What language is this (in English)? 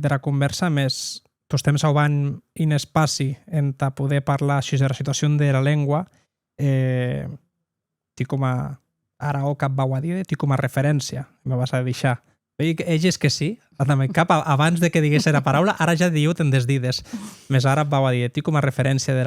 Occitan